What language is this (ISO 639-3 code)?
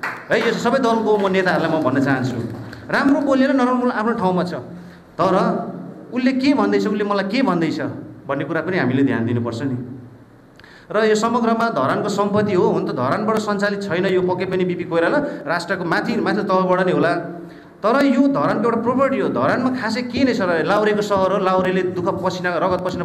nep